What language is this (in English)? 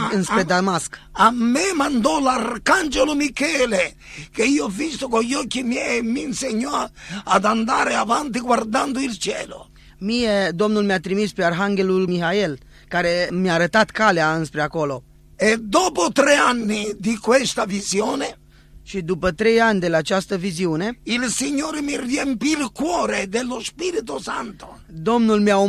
Romanian